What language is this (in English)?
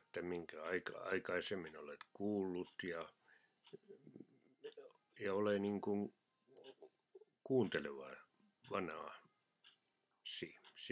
Finnish